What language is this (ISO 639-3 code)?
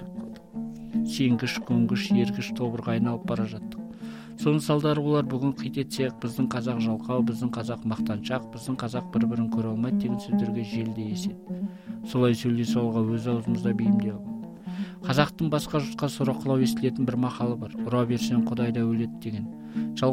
kaz